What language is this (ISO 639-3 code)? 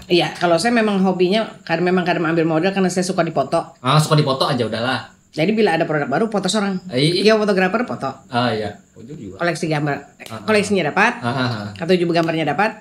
bjn